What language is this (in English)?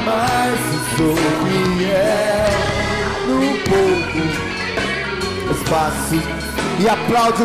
Portuguese